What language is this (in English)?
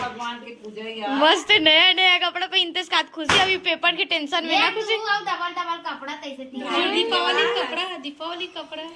Chhattisgarhi